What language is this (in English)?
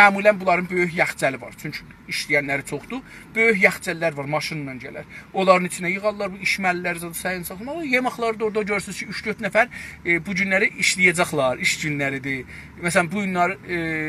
South Azerbaijani